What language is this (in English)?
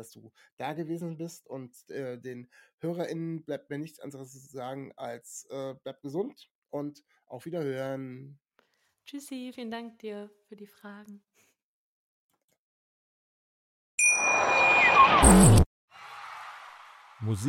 German